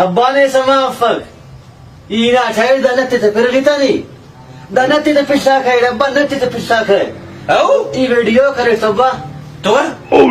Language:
Brahui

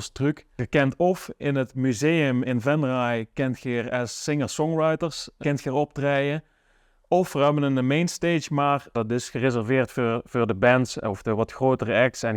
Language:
Limburgish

